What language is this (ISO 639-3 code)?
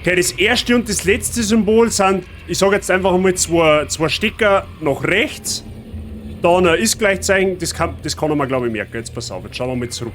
bar